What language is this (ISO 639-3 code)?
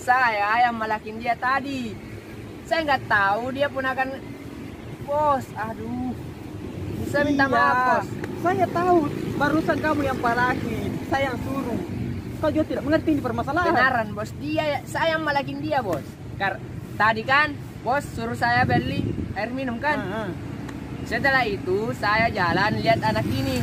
mfp